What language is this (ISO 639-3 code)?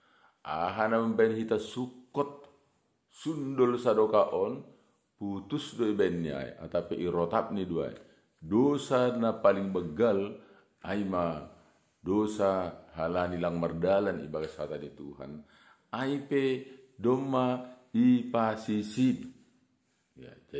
bts